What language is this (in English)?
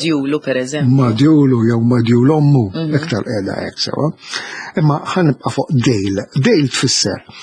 Maltese